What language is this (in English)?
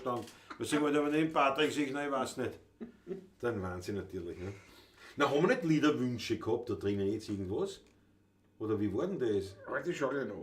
Bavarian